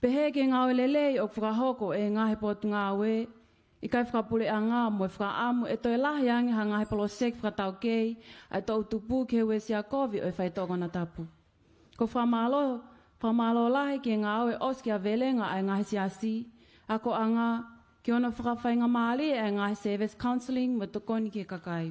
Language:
Tongan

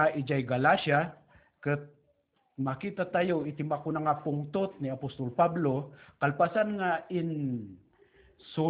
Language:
Iloko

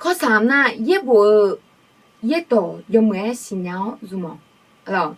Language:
Akha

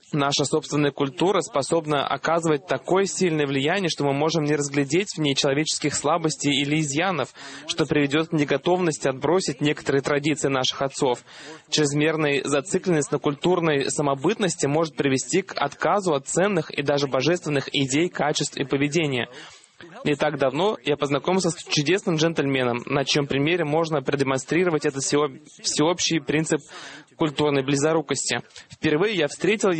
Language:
Russian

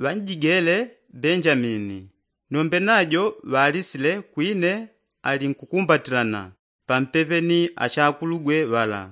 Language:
Yao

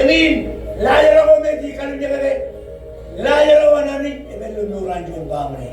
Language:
Marshallese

